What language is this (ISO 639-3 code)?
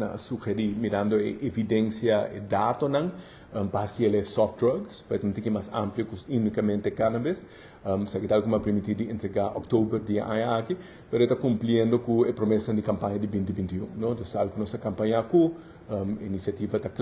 pap